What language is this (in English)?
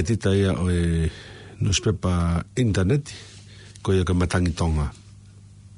Tongan